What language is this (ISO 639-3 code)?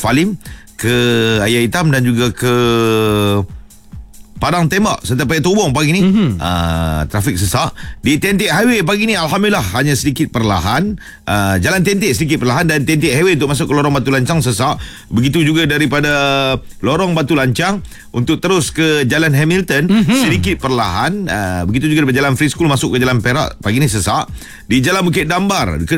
msa